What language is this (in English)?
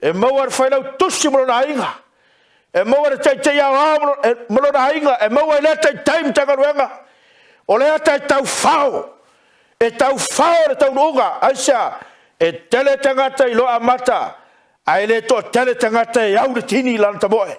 Samoan